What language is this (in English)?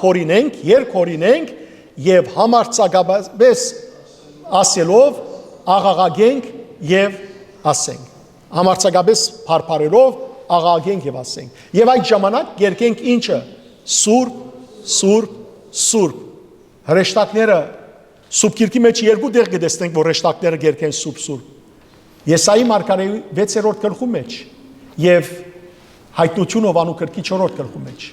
Western Armenian